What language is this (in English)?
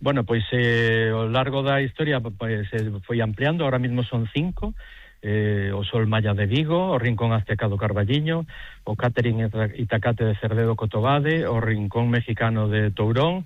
Galician